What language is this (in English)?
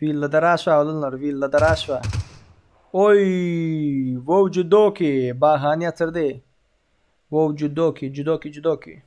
Turkmen